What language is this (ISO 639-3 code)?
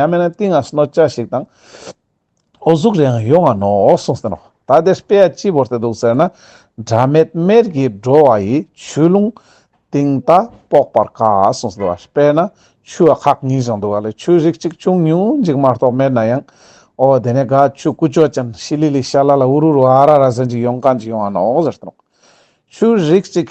lbj